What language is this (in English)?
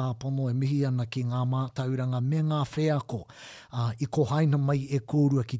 Māori